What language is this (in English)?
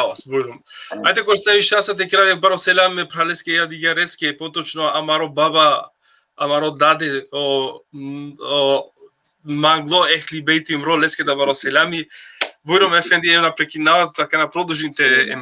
Balkan Romani